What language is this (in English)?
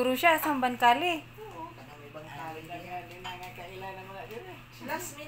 Cebuano